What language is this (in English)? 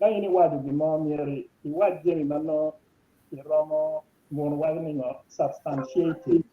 Acoli